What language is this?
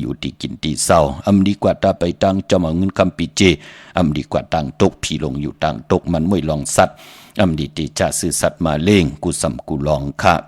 Shan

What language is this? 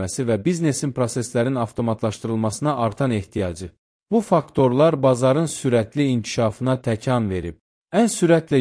Azerbaijani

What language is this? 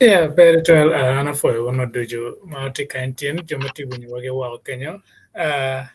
Acoli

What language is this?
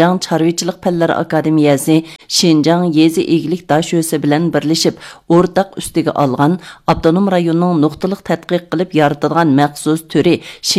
Uyghur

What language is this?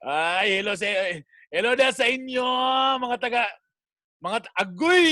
Cebuano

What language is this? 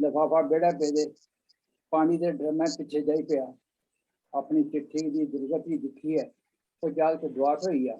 Dogri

